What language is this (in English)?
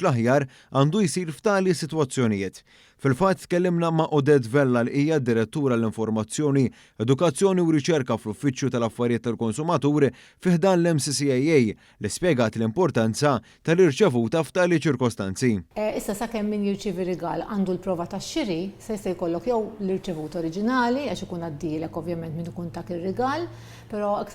Maltese